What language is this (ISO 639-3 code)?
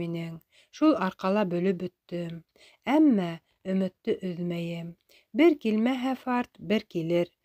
bak